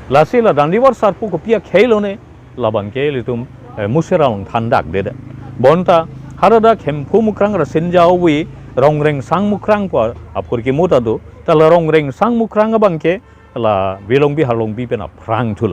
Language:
Karbi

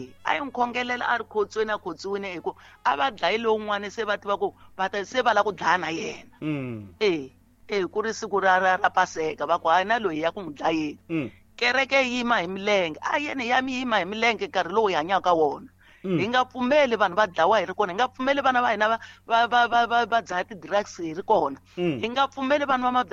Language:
Tsonga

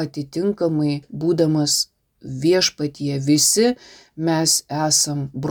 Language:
Lithuanian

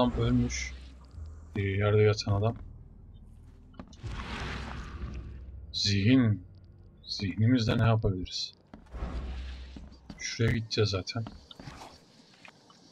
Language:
Turkish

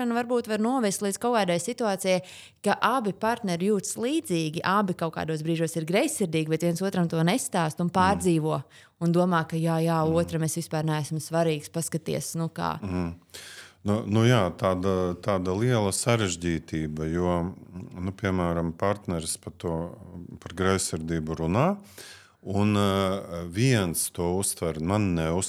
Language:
Latvian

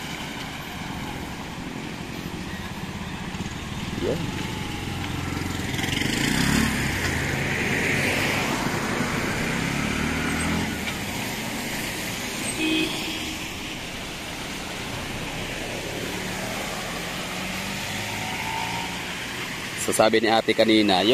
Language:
Filipino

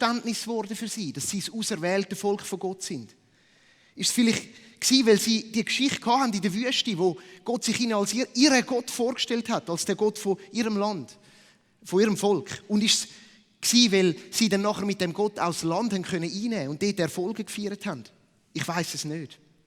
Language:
Swiss German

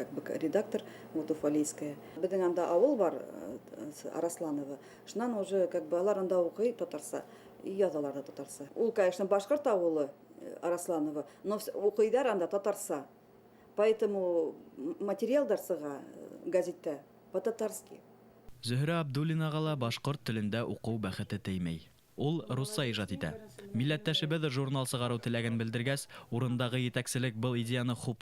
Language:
Bashkir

